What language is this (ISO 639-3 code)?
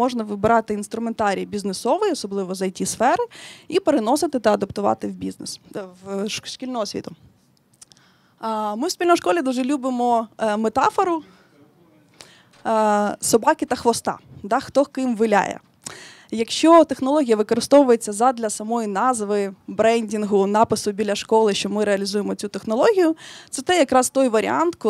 ukr